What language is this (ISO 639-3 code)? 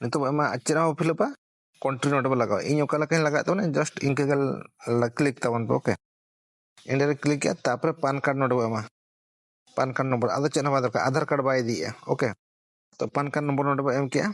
sat